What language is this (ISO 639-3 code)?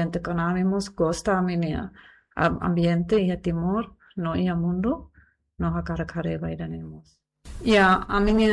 tet